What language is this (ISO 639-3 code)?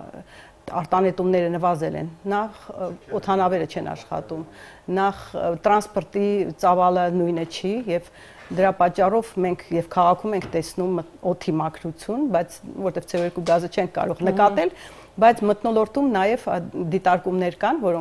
hye